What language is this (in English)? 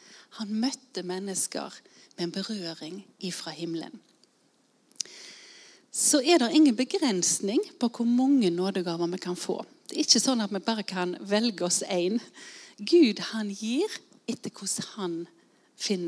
Norwegian